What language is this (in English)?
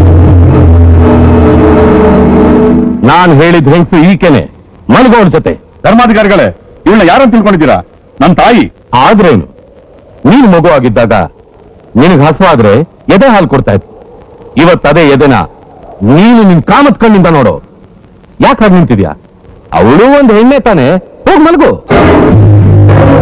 Kannada